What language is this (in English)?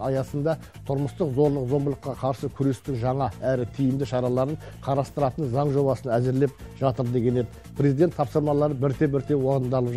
Kazakh